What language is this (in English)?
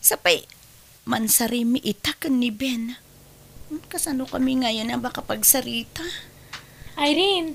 Iloko